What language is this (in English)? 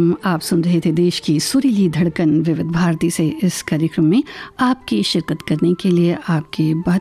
Hindi